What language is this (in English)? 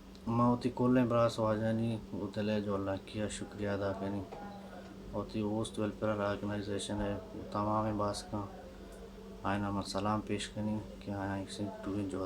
Baluchi